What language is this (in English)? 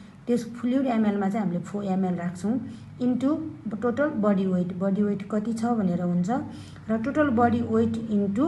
Nepali